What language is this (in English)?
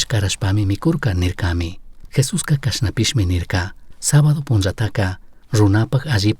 Chimborazo Highland Quichua